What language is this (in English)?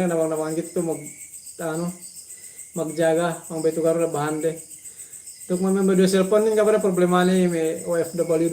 Yakan